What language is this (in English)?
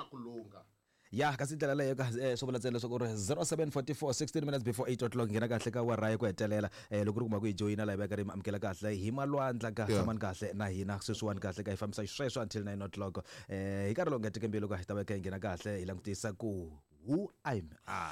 Tsonga